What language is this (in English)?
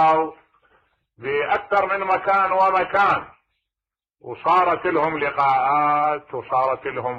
Mesopotamian Arabic